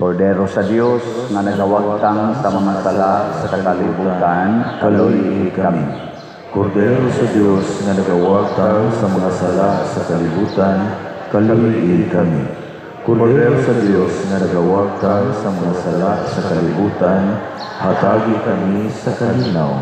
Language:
Cebuano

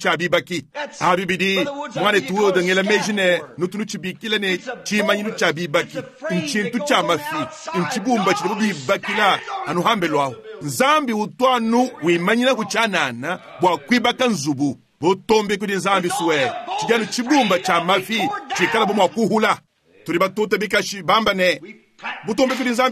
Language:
Luba-Lulua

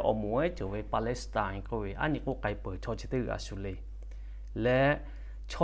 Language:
Lahu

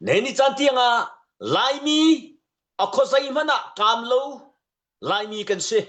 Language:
Hakha Chin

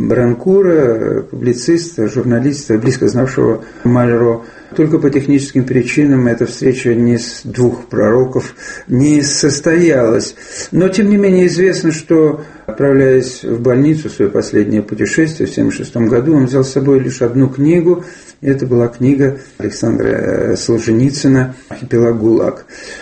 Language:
Russian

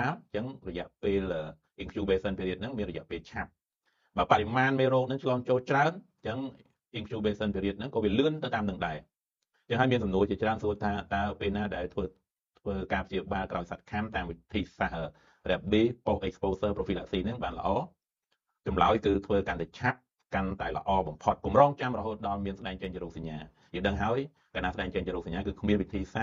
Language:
Khmer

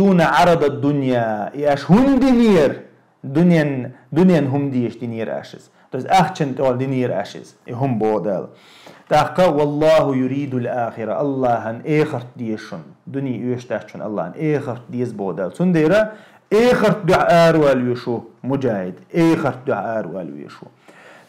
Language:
Chechen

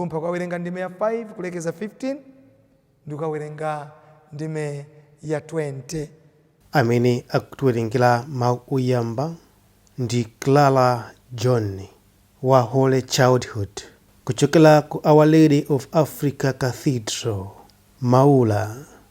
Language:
Nyanja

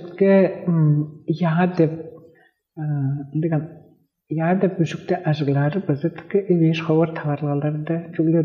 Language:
Tuvinian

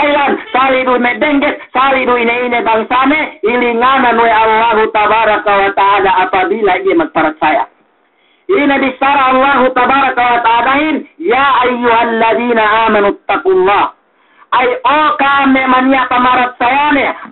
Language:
Yakan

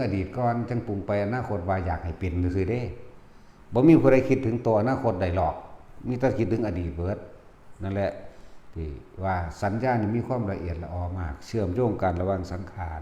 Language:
Northeastern Thai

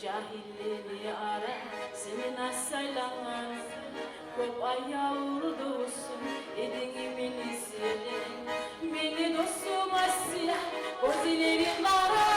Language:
Kumyk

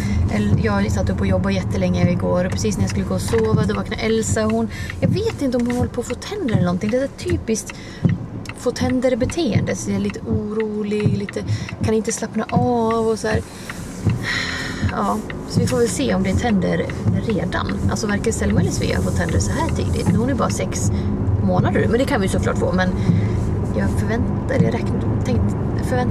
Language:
Swedish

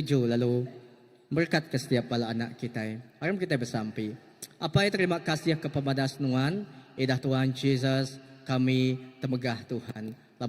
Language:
Iban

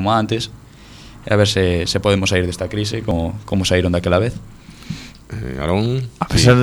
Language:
Galician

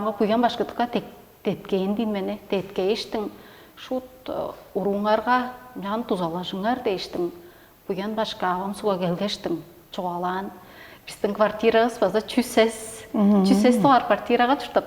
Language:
Tuvinian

